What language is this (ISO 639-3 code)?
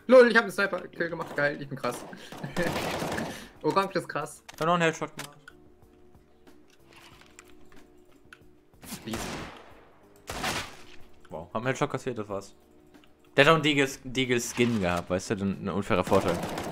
deu